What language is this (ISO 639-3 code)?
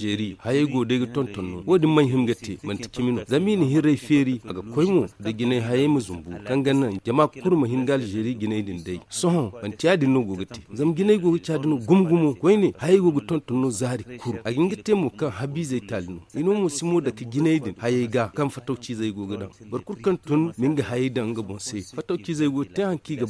dje